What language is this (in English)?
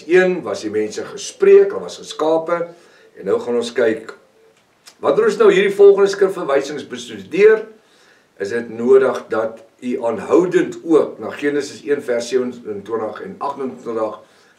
Afrikaans